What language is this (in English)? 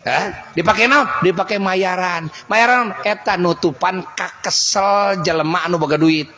Sundanese